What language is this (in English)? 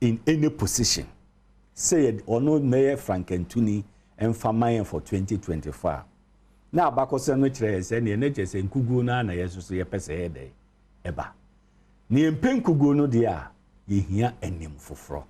Akan